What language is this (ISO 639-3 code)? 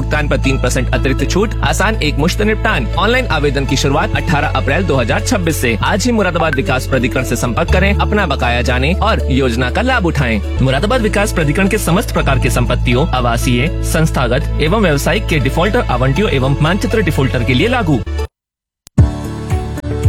hin